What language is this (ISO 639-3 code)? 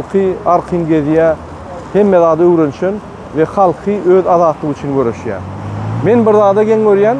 tuk